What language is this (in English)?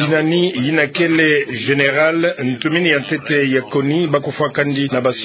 Kituba (Democratic Republic of Congo)